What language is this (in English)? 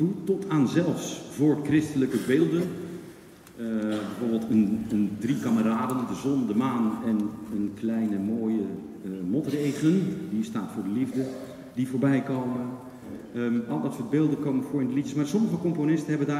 Dutch